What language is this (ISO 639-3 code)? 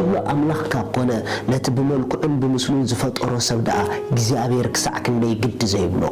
tir